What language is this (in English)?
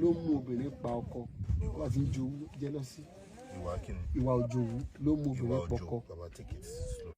Yoruba